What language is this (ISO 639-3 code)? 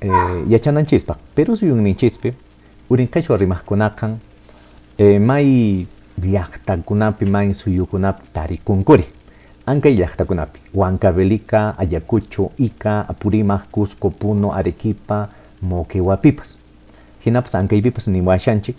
que